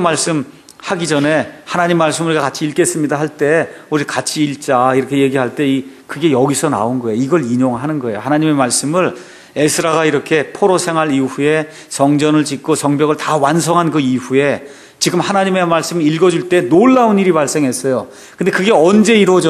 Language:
Korean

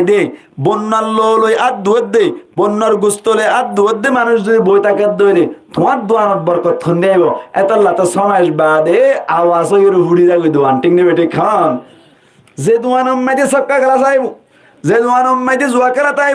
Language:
Rohingya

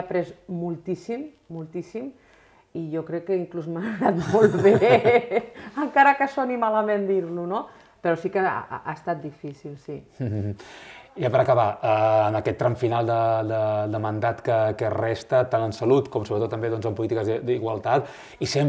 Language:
Catalan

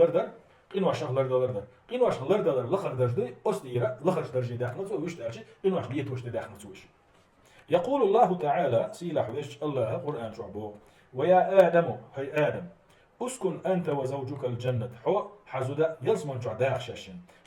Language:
Chechen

